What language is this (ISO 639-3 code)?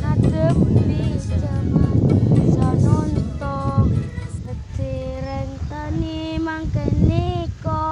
mad